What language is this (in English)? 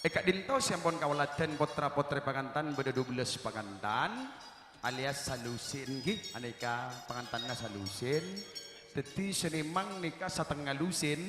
Madurese